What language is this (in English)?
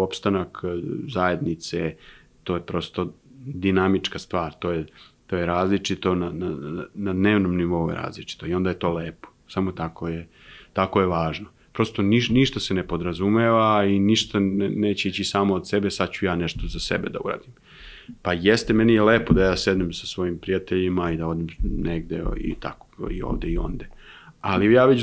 Serbian